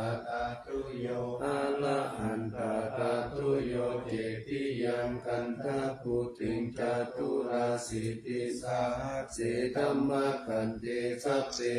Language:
Pali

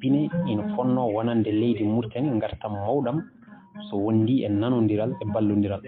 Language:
Fula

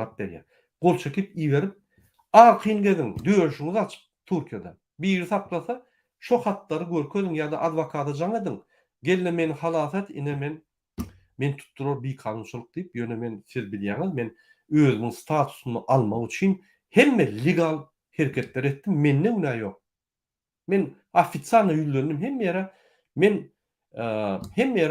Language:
Turkmen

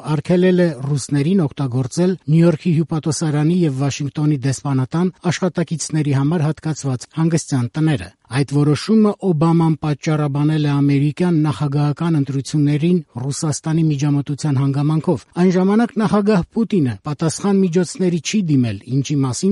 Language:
Armenian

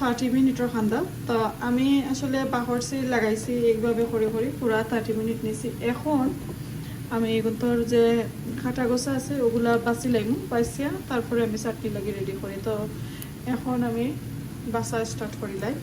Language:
Sylheti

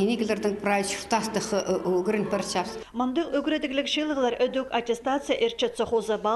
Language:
Khakas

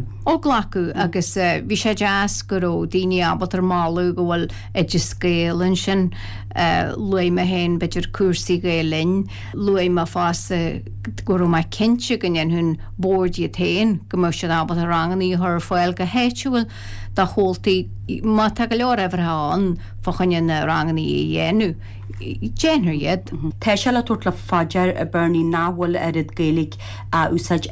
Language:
Irish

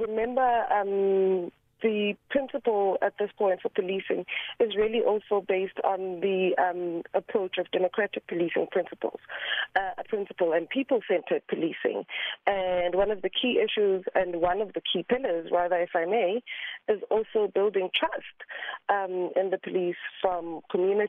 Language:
English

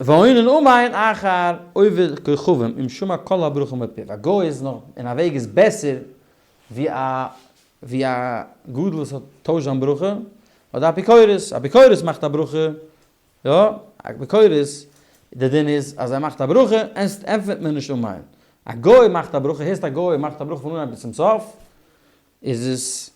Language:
Yiddish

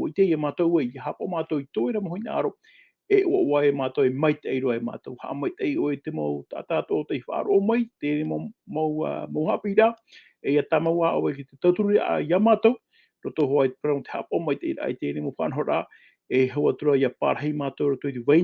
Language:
Tahitian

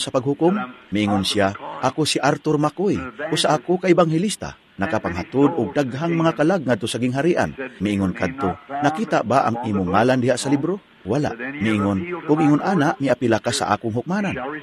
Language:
Cebuano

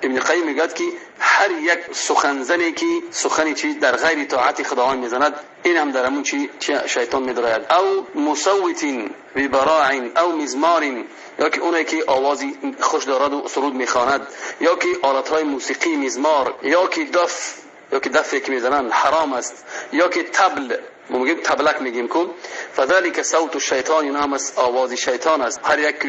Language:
Tajik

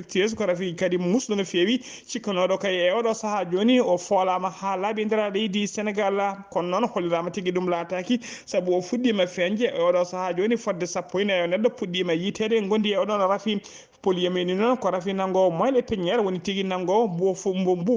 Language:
Fula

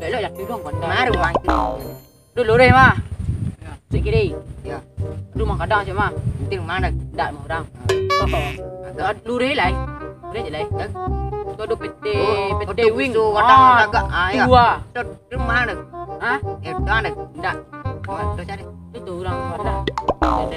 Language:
Minangkabau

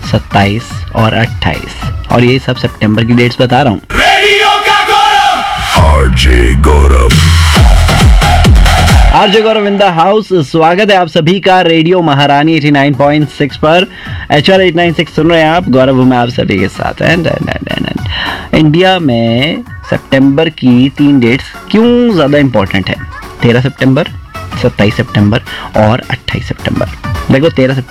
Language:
Hindi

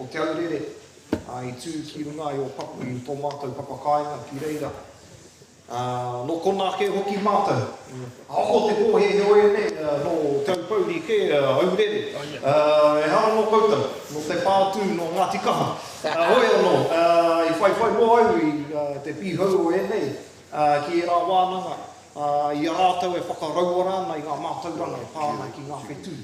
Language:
Māori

